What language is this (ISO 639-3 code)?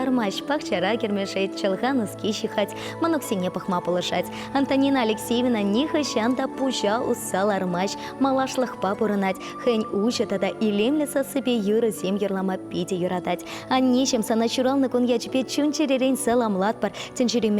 chv